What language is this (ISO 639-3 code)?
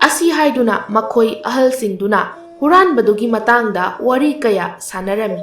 mni